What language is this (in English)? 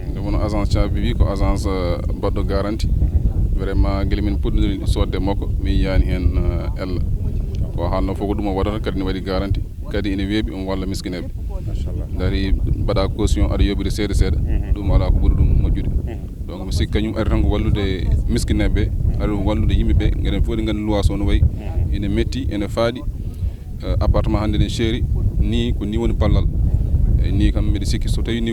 Fula